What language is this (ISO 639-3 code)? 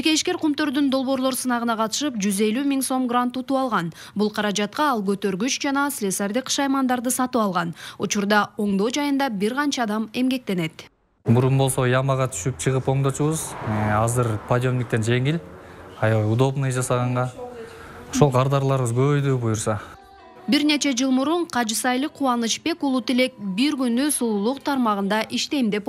kir